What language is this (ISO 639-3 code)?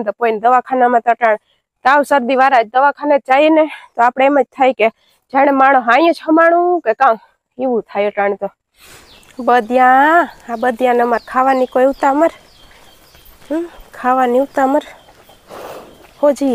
guj